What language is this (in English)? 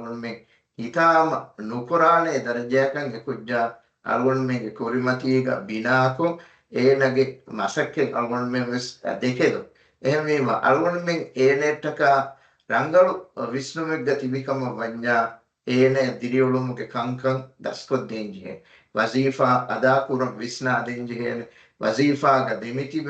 Divehi